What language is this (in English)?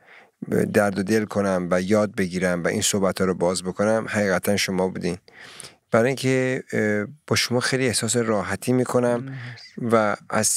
Persian